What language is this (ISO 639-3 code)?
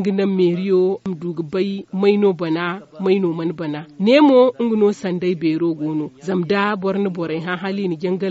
dje